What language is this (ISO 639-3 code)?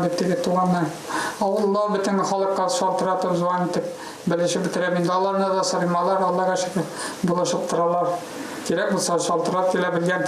tat